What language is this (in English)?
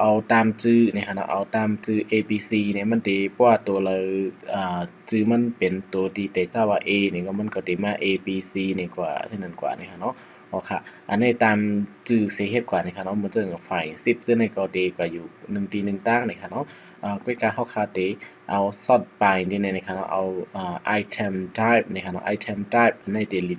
Shan